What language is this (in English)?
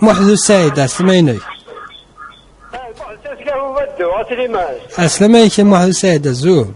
Kabyle